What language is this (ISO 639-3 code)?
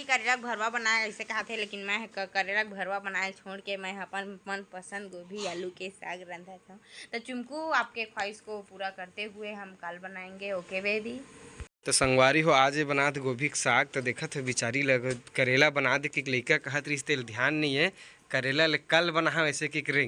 hne